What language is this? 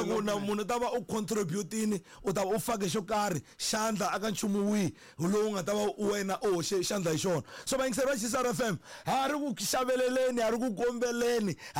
Tsonga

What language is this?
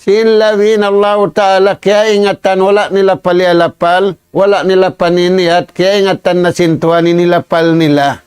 Tausug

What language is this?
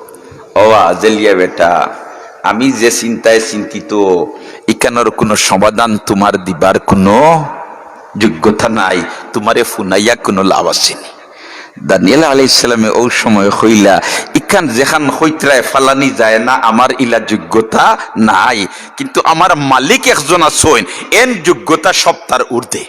Sylheti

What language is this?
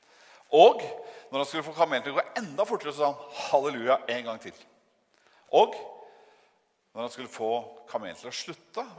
Norwegian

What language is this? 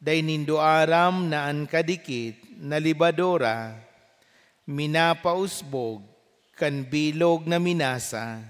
Bikol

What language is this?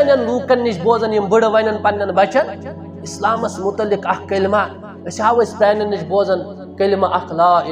Kashmiri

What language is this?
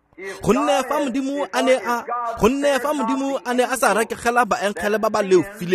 Tswana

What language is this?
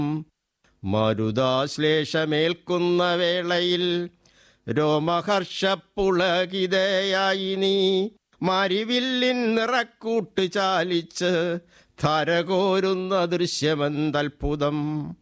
Malayalam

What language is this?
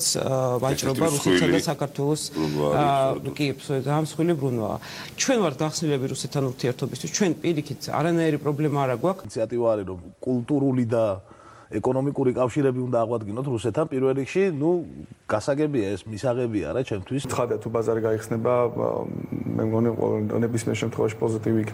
Georgian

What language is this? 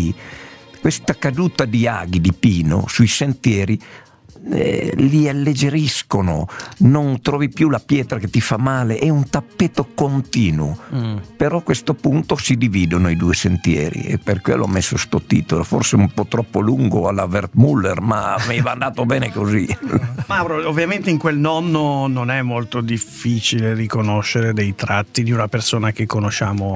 Italian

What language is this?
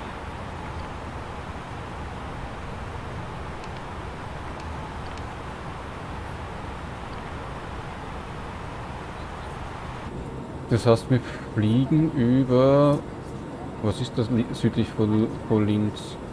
German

